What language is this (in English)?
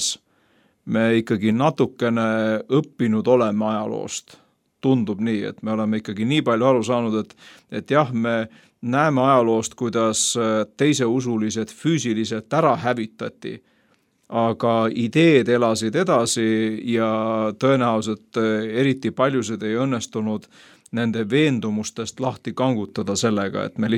Estonian